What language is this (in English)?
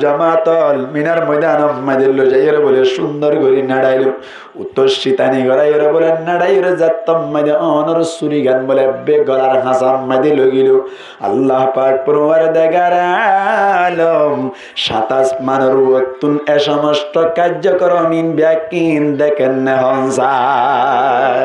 Rohingya